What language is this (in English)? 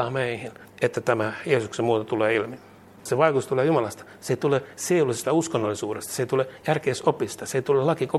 Finnish